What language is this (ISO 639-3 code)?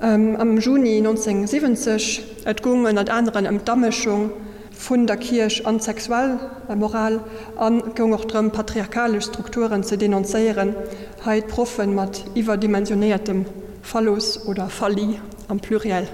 ltz